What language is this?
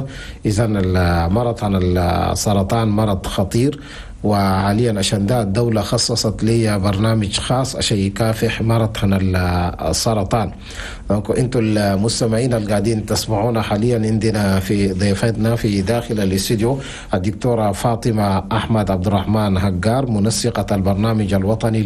Chadian Arabic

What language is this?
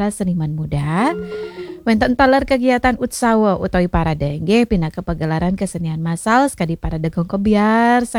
Balinese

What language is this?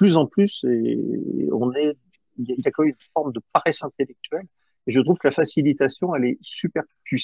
French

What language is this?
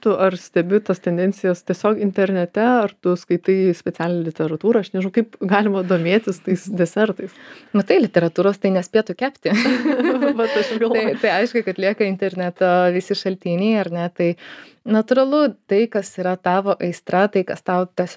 Lithuanian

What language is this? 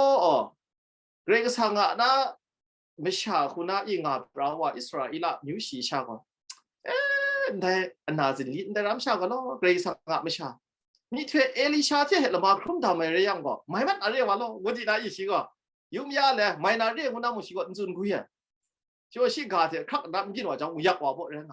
Kachin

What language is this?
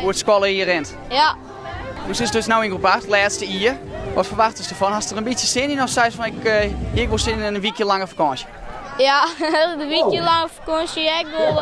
Western Frisian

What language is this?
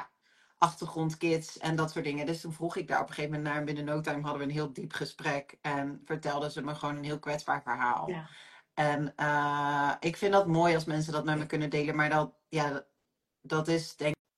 Dutch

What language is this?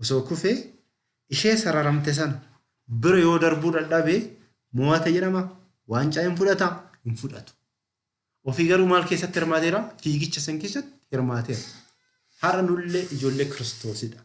Oromo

